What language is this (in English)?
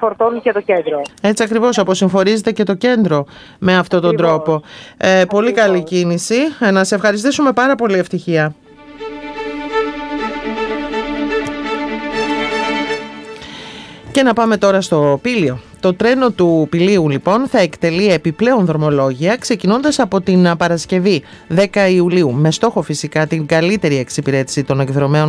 Greek